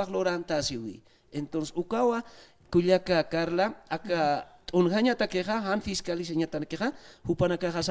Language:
Aymara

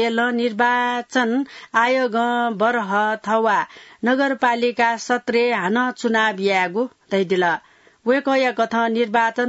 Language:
Newari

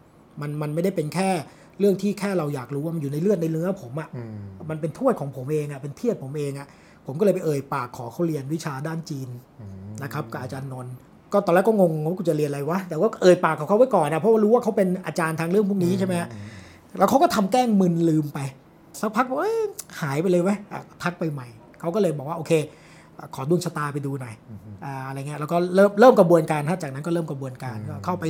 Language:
Thai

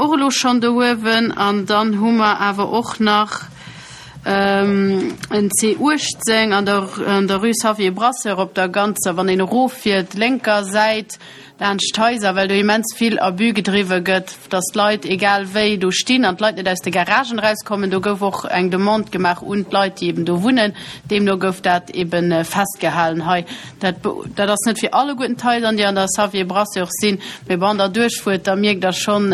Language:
Luxembourgish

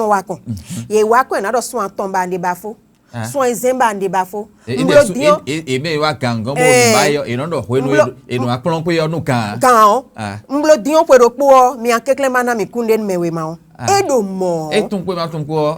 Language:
Fon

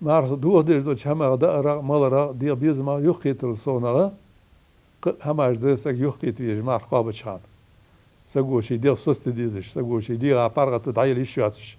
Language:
Ingush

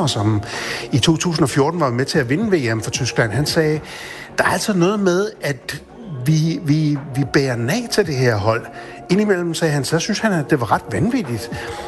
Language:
Danish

